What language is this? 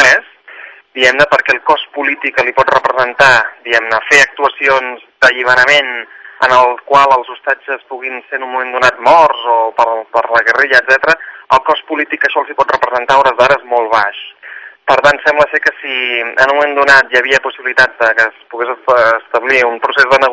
Catalan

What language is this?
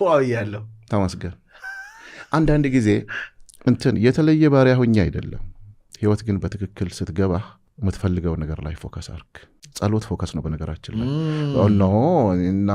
Amharic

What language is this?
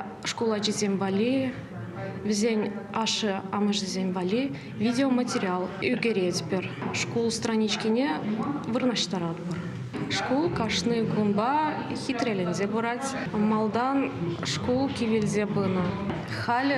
Chuvash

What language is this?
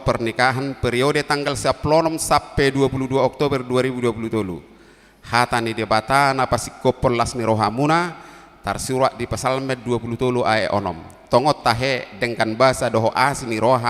Batak Toba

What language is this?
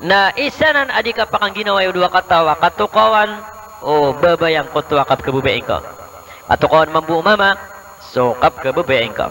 Maranao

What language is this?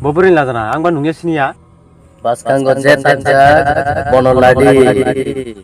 Kok Borok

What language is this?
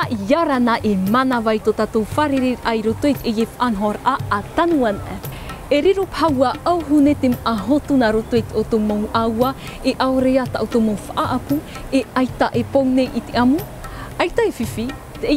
Tahitian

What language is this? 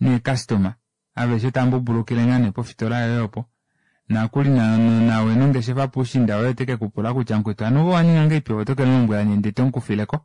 Kuanyama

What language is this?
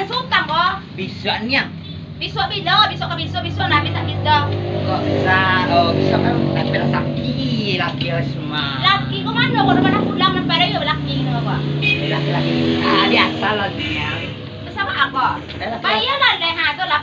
Minangkabau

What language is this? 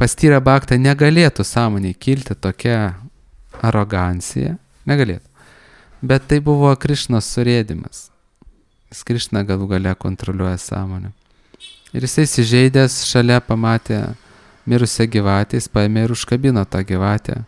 Lithuanian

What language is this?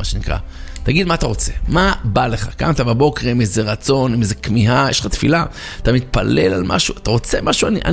Hebrew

